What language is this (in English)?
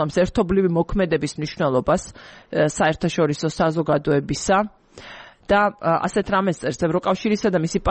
Georgian